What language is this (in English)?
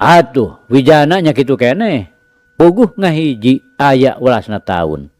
Sundanese